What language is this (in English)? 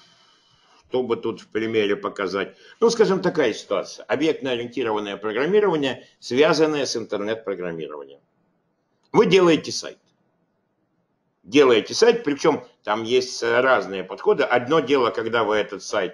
Russian